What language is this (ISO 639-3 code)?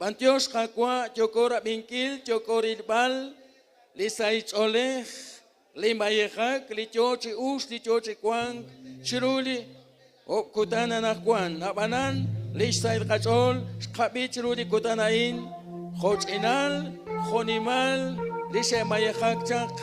kek